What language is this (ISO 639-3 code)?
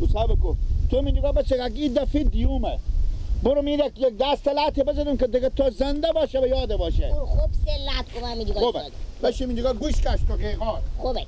fas